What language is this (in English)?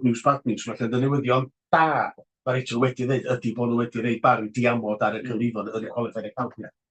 Welsh